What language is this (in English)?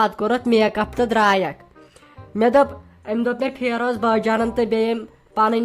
Kashmiri